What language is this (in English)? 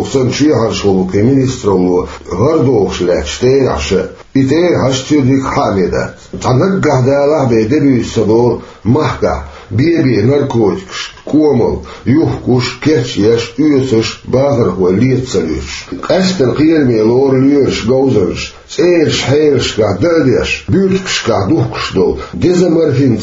Chechen